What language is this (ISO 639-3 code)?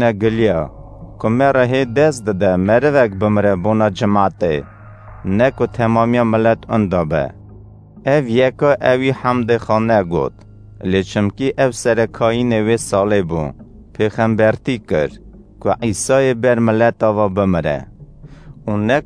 kur